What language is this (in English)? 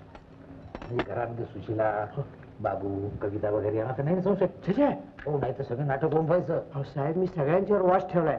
Marathi